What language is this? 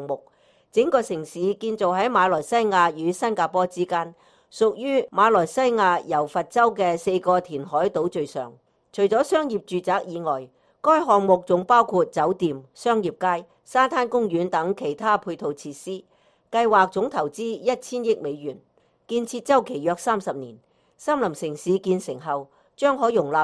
Cantonese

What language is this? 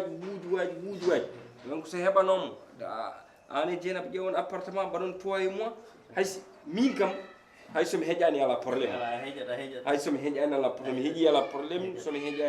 Fula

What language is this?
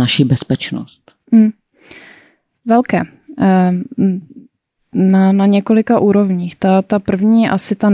Czech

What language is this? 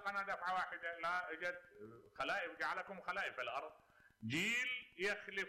Mesopotamian Arabic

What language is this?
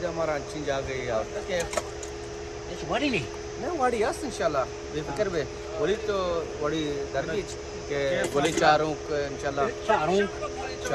Baluchi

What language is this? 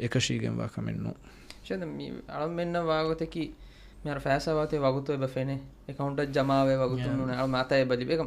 Divehi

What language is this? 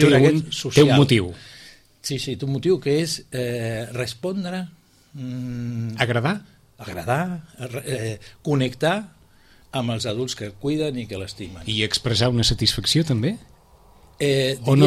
Catalan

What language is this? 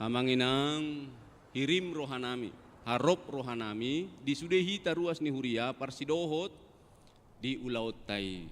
Batak Toba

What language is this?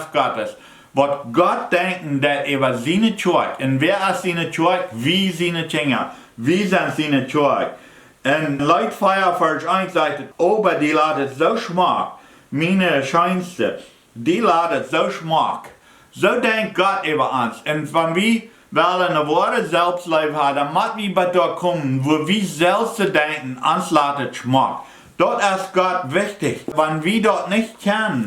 Plautdietsch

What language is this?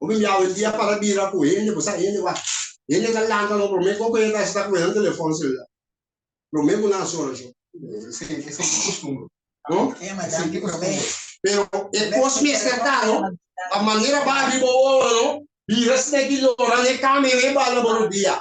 Papiamento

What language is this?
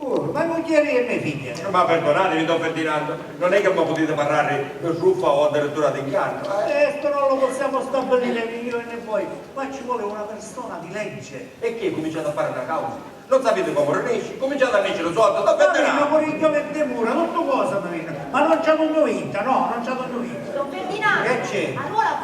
Sicilian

